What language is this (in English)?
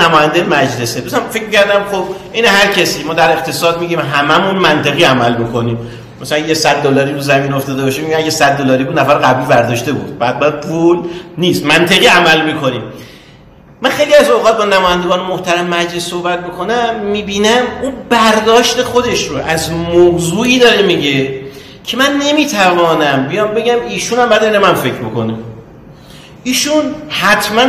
Persian